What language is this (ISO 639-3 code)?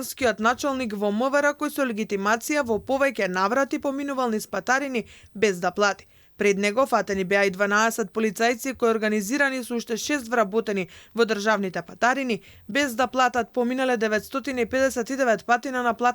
mkd